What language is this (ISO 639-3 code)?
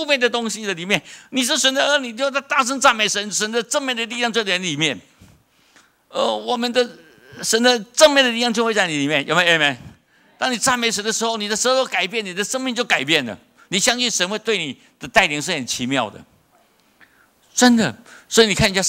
zho